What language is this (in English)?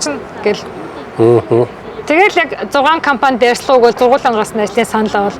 Mongolian